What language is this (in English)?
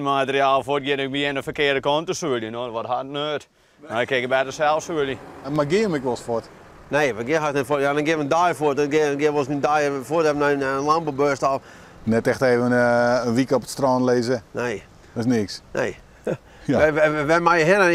Western Frisian